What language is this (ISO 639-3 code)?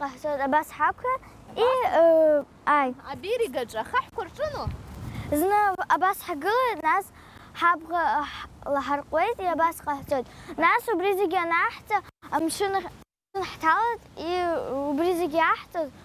abk